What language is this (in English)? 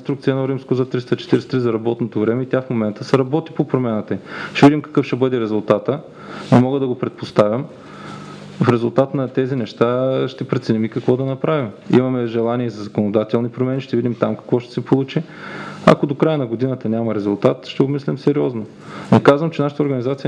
Bulgarian